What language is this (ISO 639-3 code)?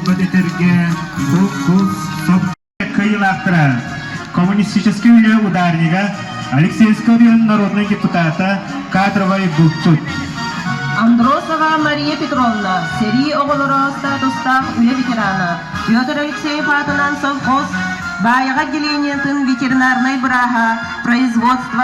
sah